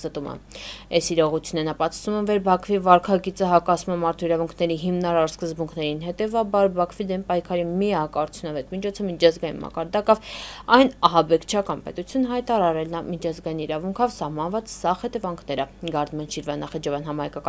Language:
Armenian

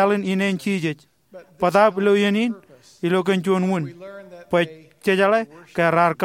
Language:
Marshallese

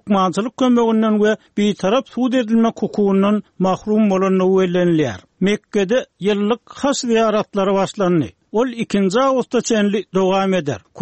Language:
Turkmen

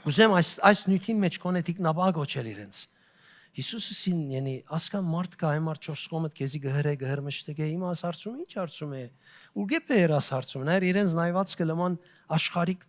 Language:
Western Armenian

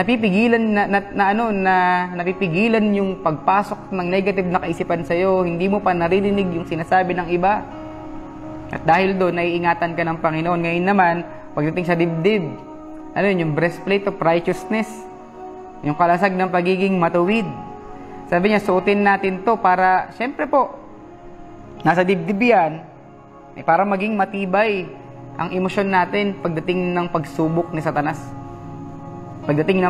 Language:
Filipino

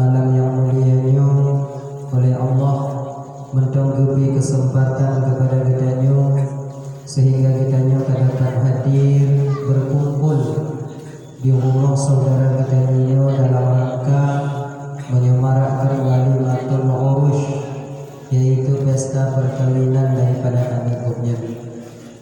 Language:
Achinese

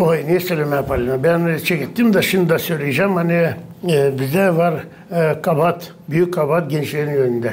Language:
Gagauz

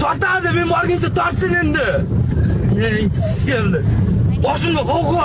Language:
Uzbek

